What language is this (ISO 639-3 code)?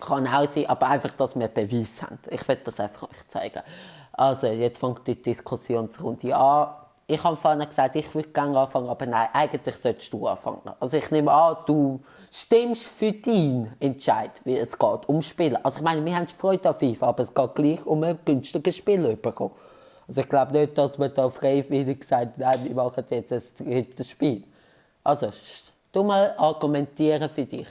gsw